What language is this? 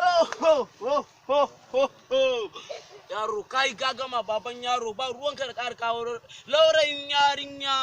Hausa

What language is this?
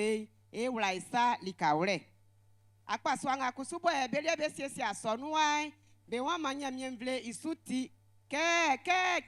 Baoulé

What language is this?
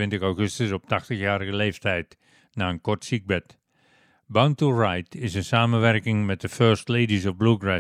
Dutch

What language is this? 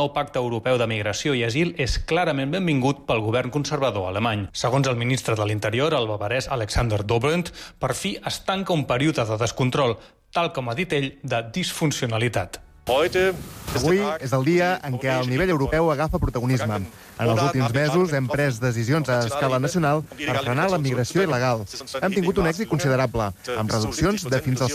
Catalan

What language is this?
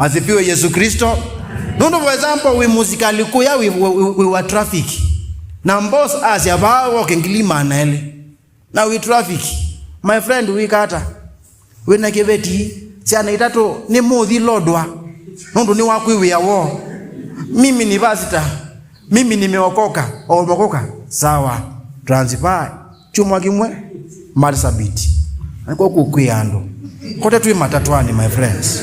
Kamba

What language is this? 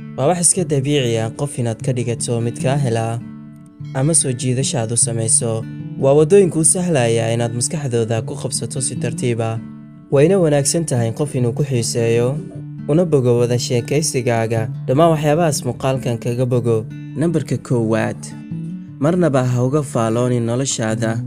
Somali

